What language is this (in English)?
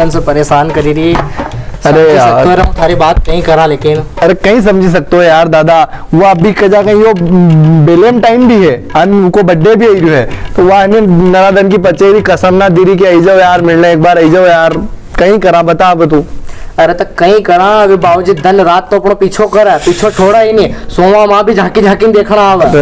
Rajasthani